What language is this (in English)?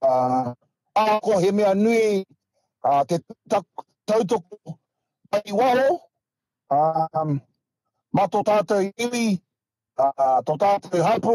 Māori